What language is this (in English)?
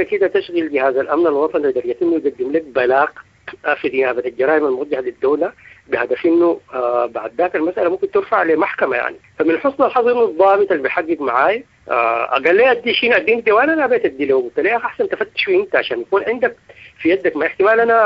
Sudanese Arabic